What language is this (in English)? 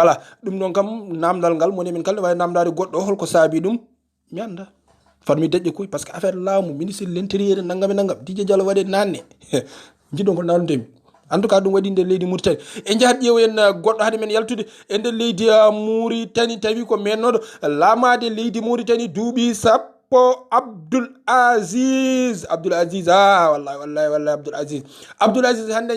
Fula